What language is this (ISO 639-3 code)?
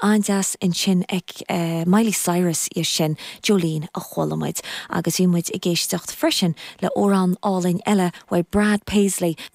gle